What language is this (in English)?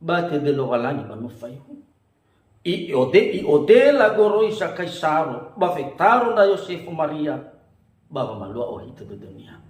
Nias